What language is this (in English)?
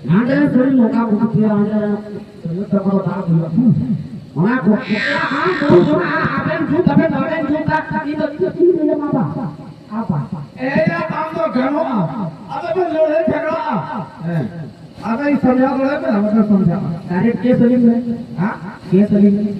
Santali